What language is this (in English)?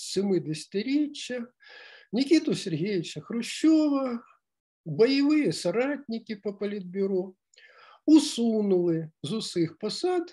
Ukrainian